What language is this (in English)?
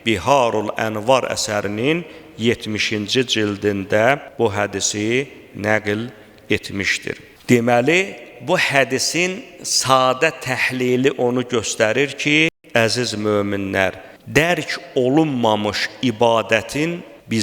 Azerbaijani